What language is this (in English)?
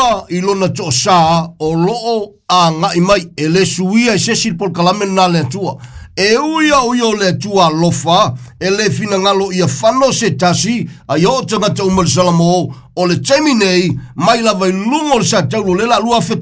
Samoan